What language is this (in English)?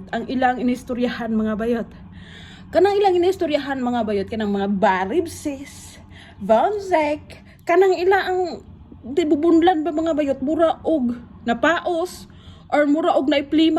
Cebuano